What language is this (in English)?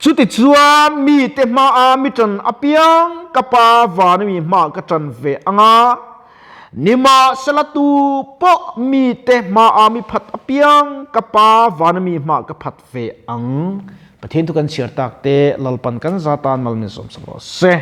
Mizo